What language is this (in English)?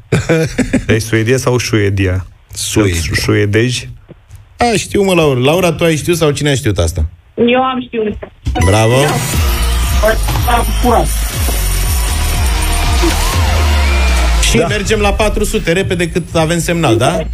Romanian